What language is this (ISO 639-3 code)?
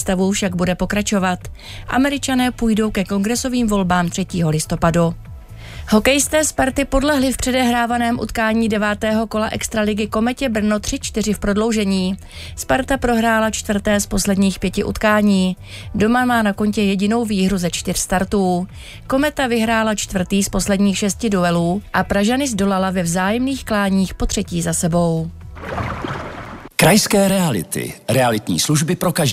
ces